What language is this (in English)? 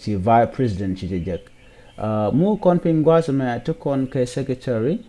Nuer